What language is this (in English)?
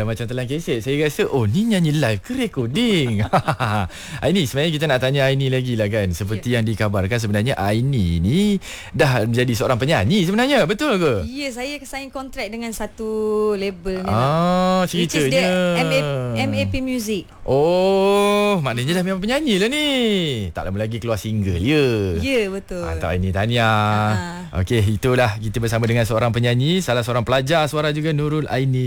Malay